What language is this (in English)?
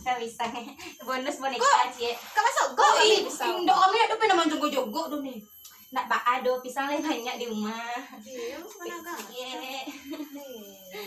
Minangkabau